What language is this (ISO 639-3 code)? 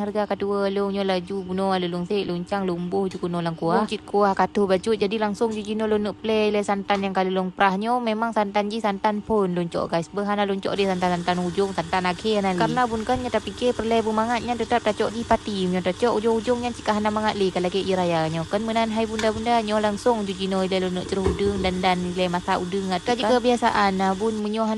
ace